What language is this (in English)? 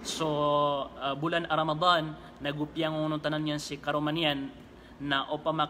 Maranao